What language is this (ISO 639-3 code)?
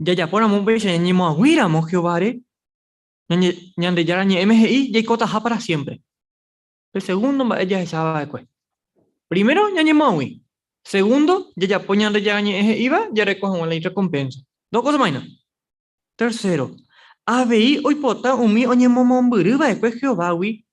grn